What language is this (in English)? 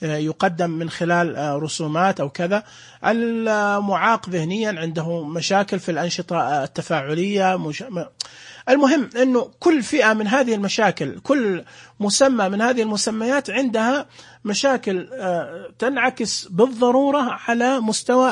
Najdi Arabic